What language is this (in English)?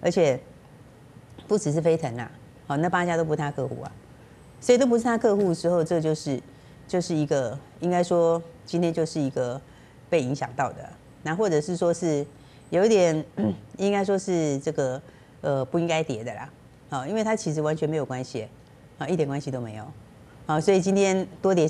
Chinese